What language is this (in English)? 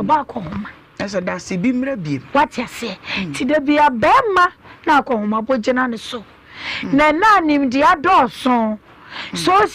Akan